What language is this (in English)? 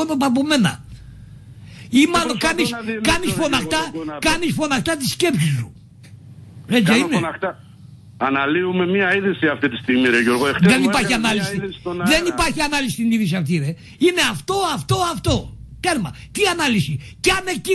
Greek